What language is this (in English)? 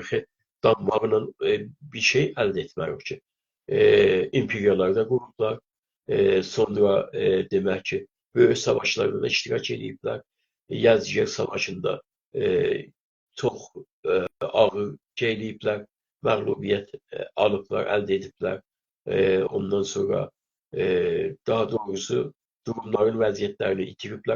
South Azerbaijani